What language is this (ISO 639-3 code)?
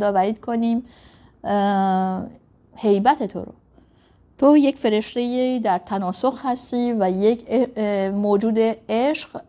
fas